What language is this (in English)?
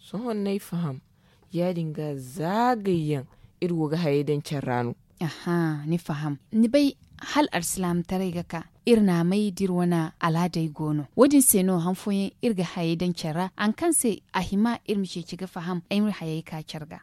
Zarma